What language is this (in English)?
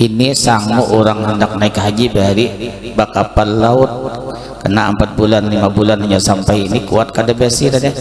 Banjar